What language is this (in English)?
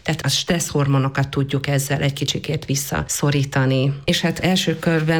Hungarian